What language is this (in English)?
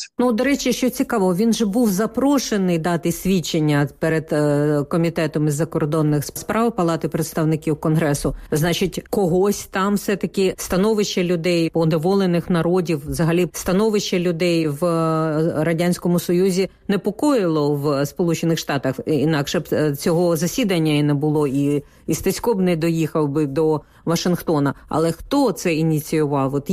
Ukrainian